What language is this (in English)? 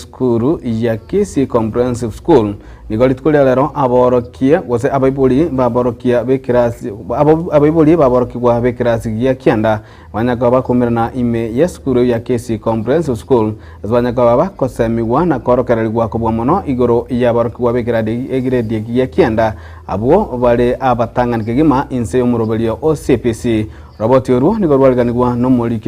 Gusii